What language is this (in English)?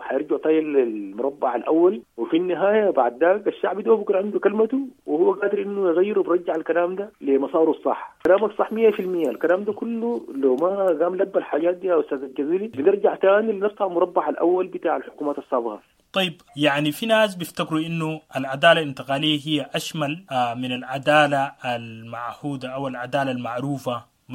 Sudanese Arabic